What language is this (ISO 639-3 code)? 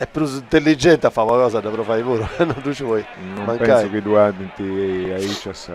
srd